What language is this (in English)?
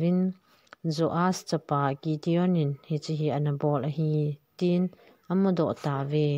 Thado Chin